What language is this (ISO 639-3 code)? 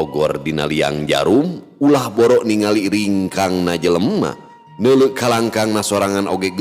sun